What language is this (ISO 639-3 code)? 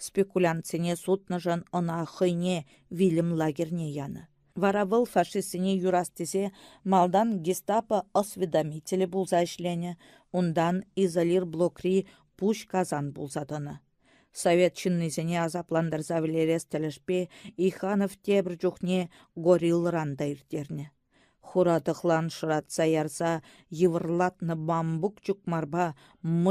chv